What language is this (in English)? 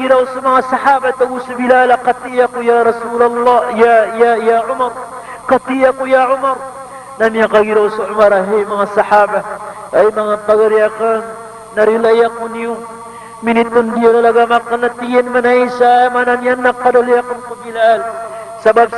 Maranao